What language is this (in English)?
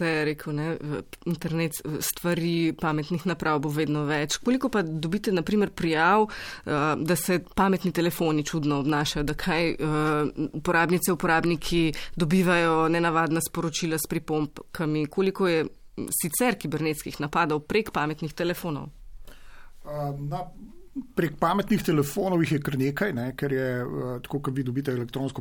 Slovenian